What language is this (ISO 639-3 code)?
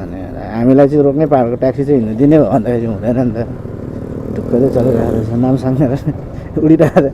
nep